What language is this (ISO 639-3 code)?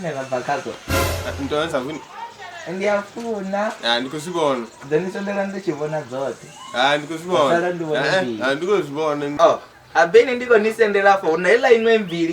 ven